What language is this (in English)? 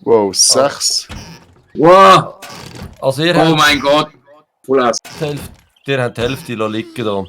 Swiss German